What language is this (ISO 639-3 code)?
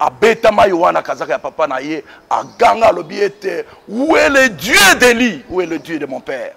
lin